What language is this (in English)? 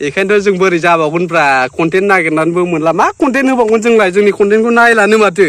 Bodo